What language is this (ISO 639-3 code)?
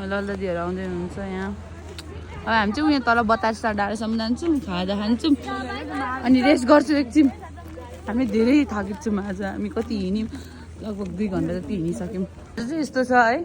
nep